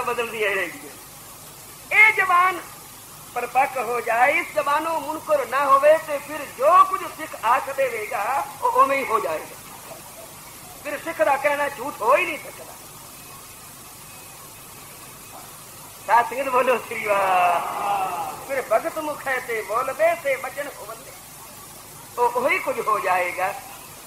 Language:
Punjabi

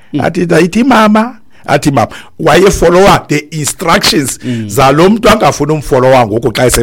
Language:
Xhosa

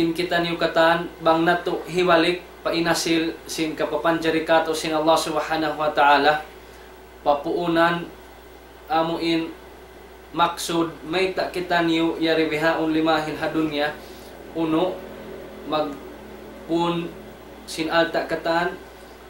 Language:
Tausug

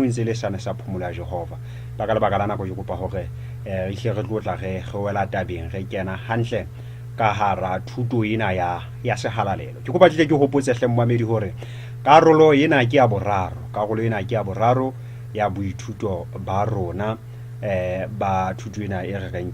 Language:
Southern Sotho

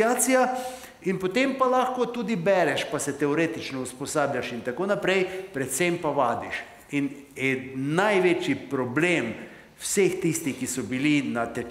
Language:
Slovenian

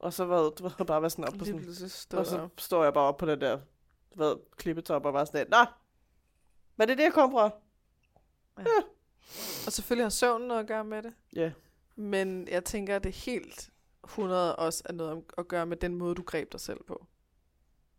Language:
Danish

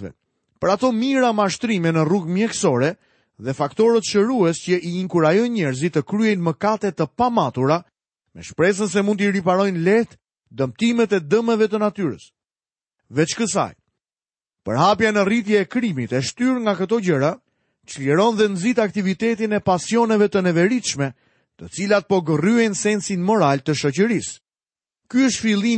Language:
Albanian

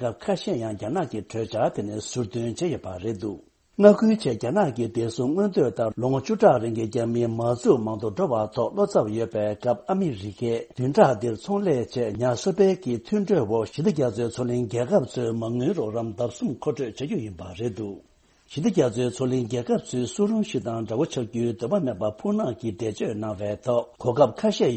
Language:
Tibetan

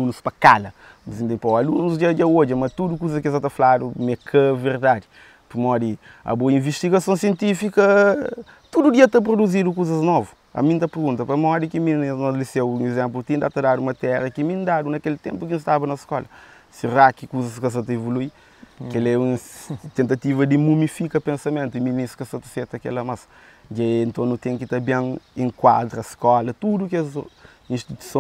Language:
Kabuverdianu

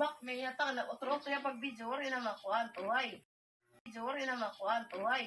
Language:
Waray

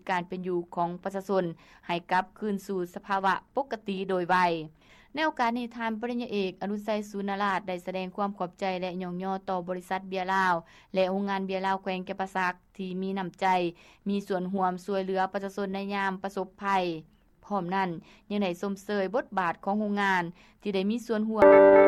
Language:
Lao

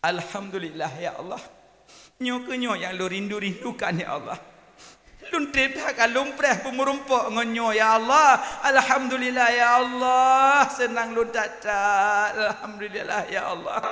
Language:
Achinese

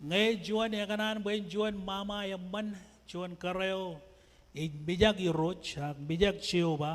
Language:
Marshallese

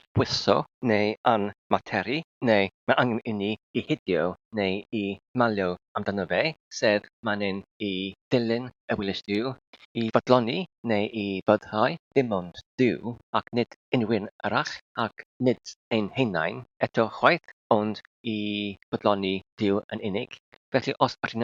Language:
Welsh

